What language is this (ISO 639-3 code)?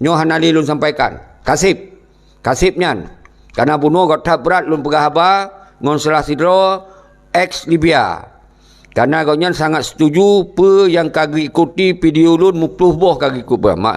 ace